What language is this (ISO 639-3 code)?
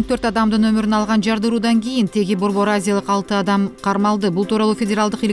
kir